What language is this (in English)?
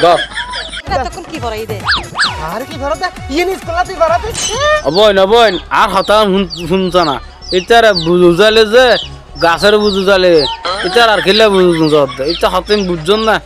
Rohingya